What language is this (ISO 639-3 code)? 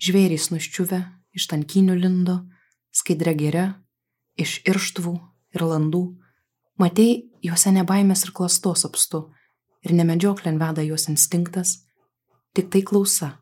lit